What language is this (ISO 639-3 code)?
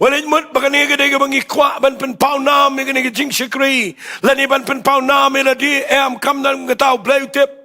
kha